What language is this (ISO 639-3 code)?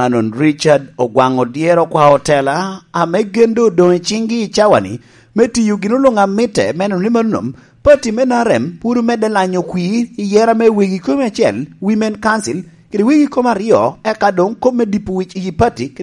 laj